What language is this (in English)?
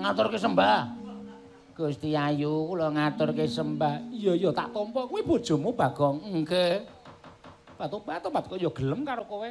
Javanese